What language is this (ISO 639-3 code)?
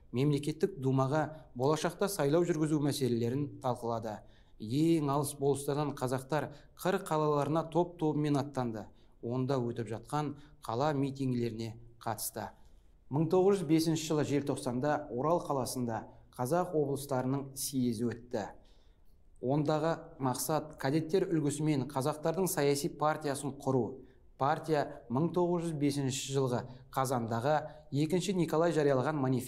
kaz